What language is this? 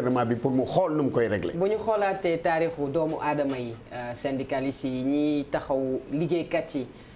Wolof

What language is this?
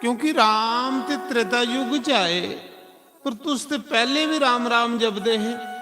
Dogri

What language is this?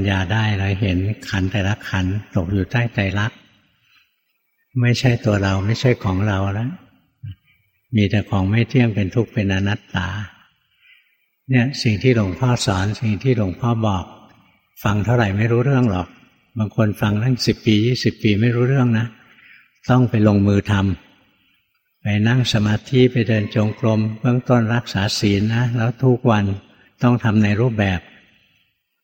Thai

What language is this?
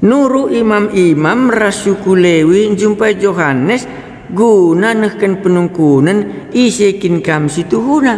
Batak Karo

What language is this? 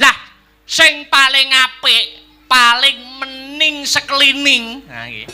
Javanese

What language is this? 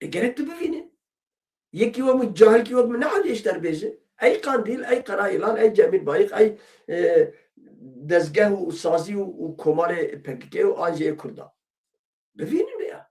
Kurdish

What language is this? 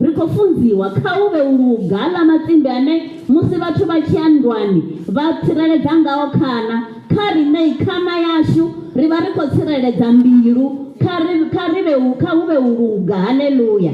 Venda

